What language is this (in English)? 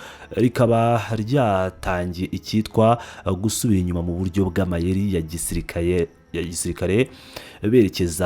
Kinyarwanda